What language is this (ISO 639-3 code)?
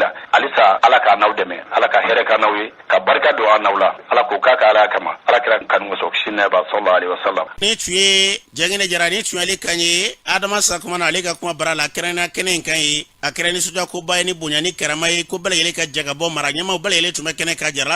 bam